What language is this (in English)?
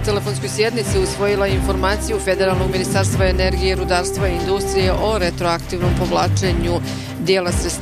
Bosnian